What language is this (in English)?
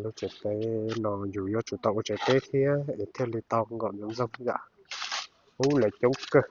Hmong